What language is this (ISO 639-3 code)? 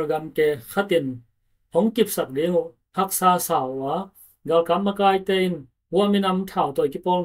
ctd